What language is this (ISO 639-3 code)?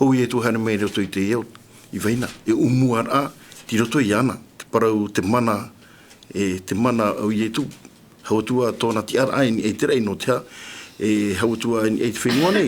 tah